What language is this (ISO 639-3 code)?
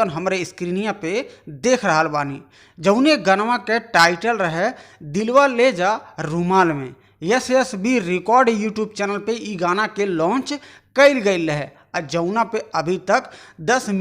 bho